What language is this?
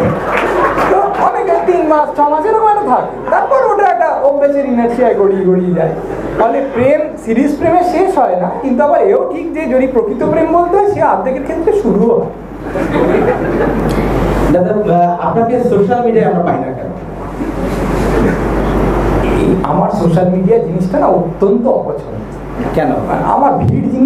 Bangla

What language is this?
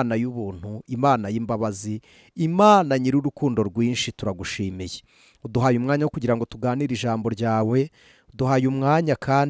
Kinyarwanda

